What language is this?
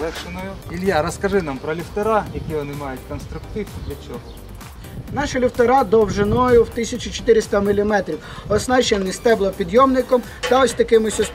Ukrainian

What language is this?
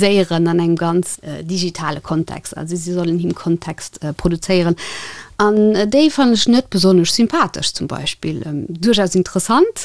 Luxembourgish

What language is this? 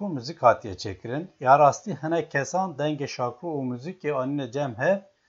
Kurdish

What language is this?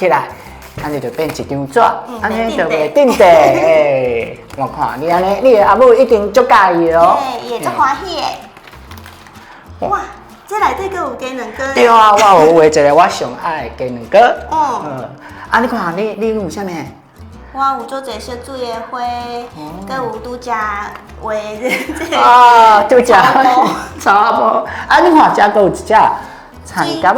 Min Nan Chinese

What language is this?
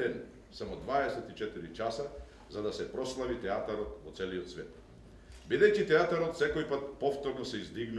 Macedonian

